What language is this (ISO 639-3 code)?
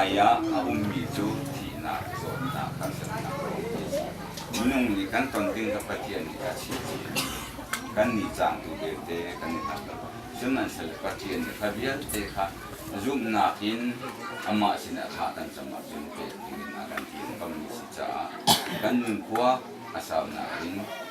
cnh